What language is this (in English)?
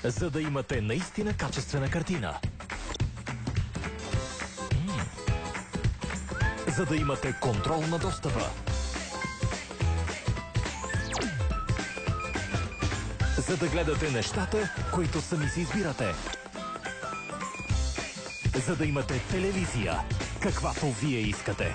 Bulgarian